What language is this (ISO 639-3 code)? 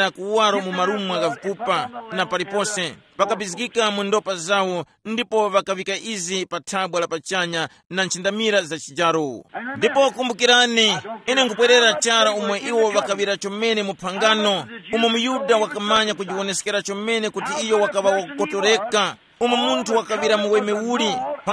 tum